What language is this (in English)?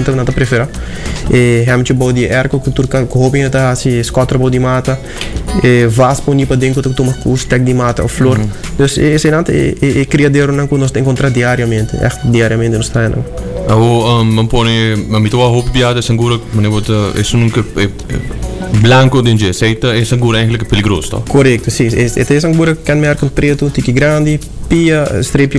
Papiamento